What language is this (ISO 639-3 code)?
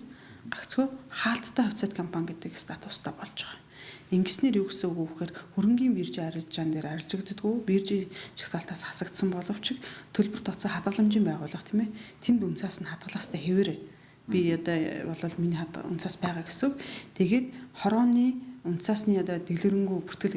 mon